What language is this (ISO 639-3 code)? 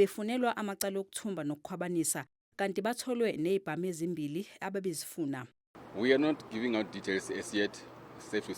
zul